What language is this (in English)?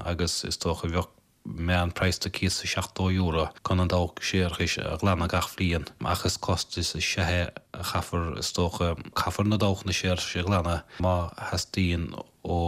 Irish